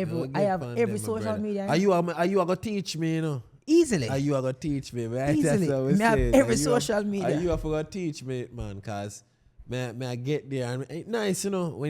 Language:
Jamaican Creole English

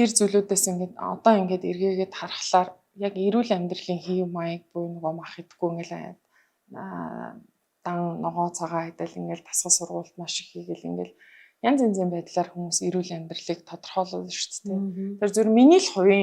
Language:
Mongolian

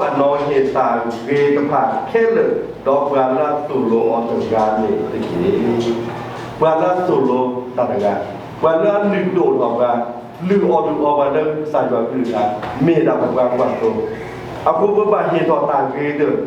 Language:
S'gaw Karen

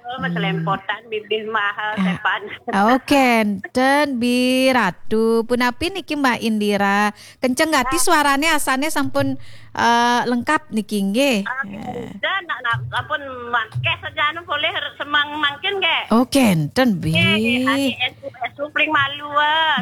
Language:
Balinese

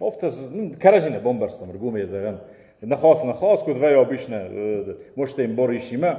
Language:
Ossetic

